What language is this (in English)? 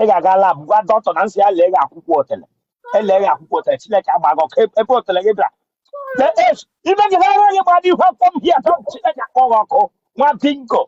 Igbo